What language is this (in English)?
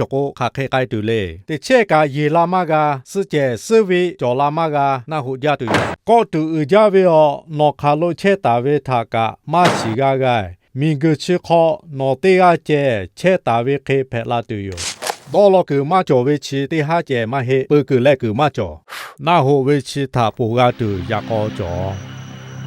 Lahu